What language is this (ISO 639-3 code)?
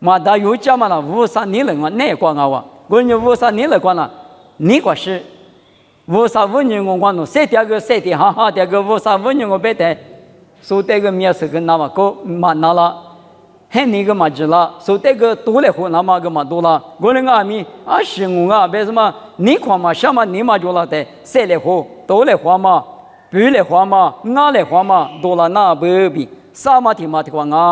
lis